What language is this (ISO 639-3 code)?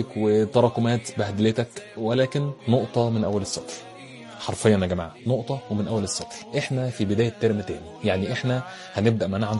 arz